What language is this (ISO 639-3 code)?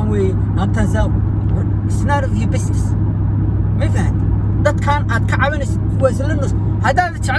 som